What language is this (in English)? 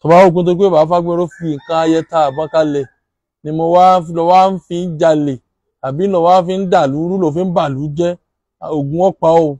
Yoruba